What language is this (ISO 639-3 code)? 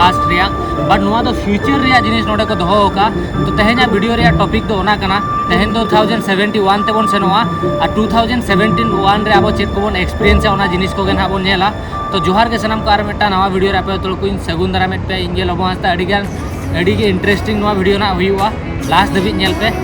sat